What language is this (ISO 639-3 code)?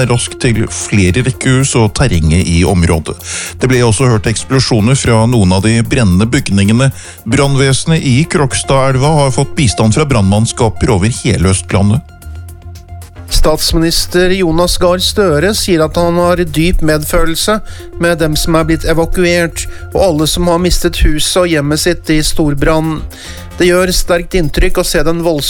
nor